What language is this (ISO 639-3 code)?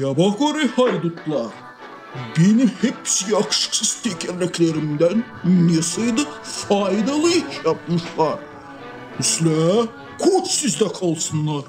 gag